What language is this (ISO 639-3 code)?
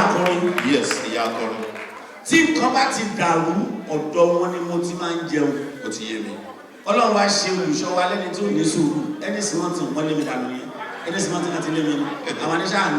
yor